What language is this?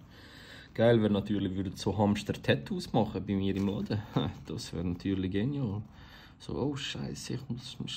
Swiss German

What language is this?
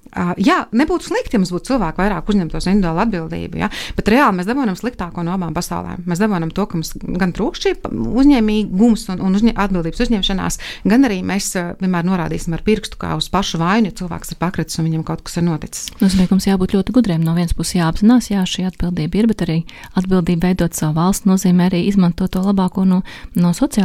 Latvian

